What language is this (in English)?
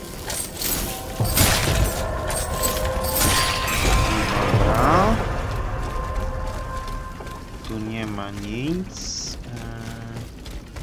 Polish